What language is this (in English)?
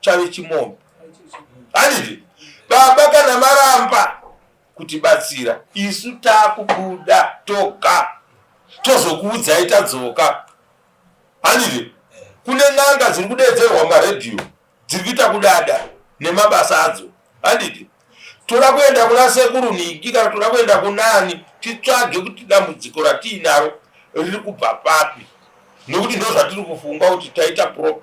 Shona